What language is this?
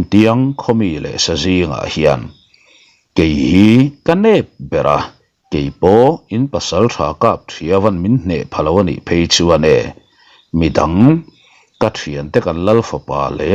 Mizo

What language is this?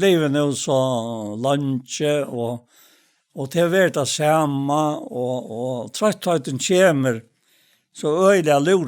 Faroese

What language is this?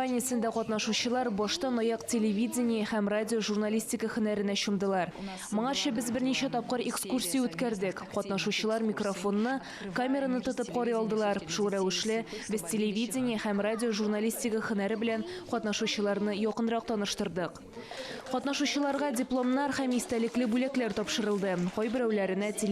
Tatar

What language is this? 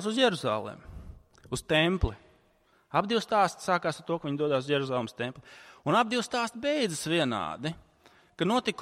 Latvian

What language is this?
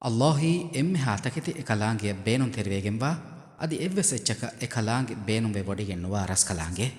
Divehi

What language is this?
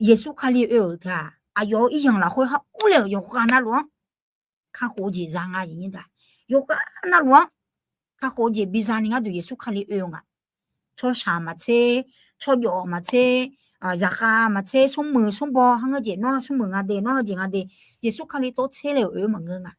Akha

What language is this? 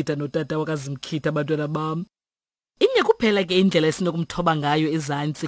Xhosa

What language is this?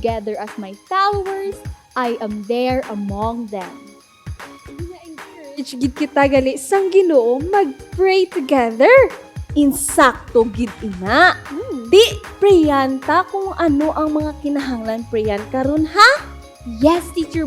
Hiligaynon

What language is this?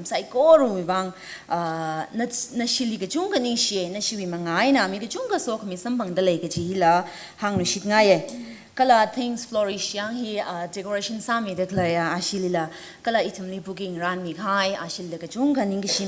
Tangkhul Naga (India)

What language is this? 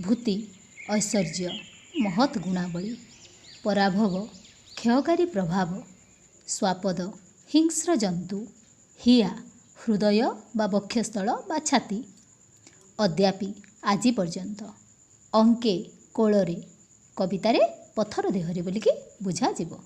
Odia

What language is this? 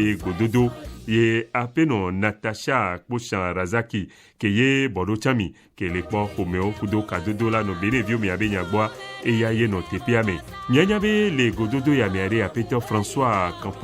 Ewe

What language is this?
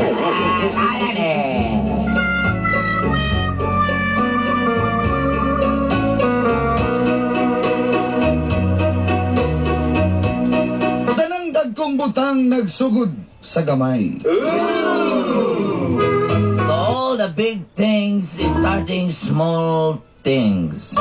Cebuano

